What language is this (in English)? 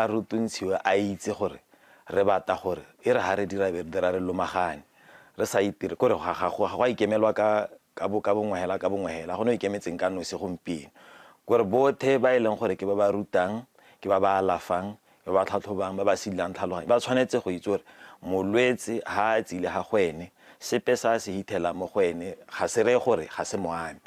Tswana